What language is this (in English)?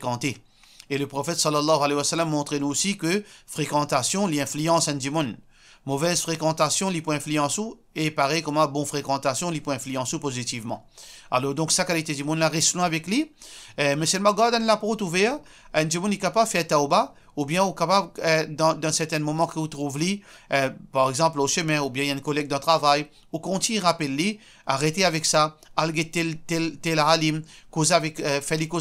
Morisyen